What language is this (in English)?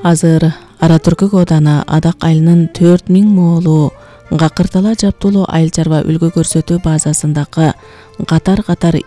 Kyrgyz